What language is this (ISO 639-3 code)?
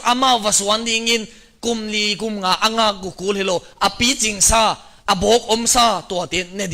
ctd